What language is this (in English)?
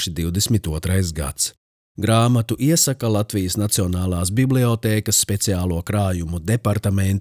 Latvian